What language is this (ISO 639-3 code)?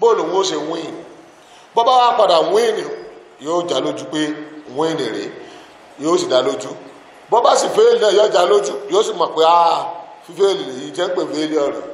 yor